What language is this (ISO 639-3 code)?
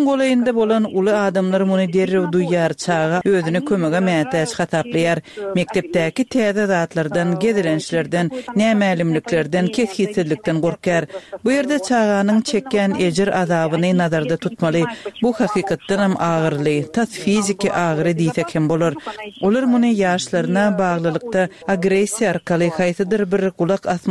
tuk